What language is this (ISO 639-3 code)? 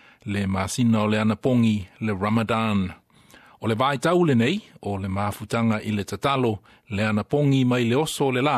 smo